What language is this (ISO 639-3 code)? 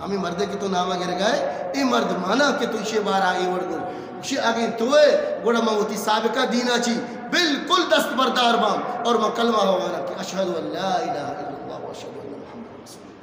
bgp